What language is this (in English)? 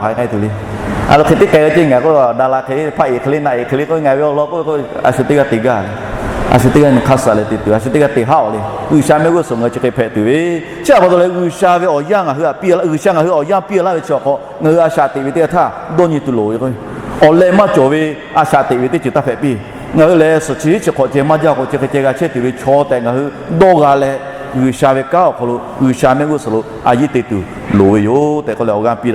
Lahu